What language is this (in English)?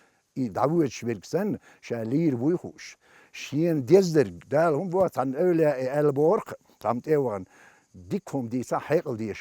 Chechen